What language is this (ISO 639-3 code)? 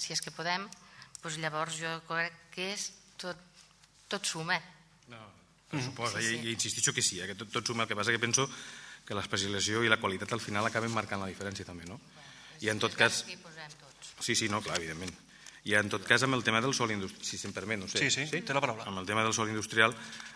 cat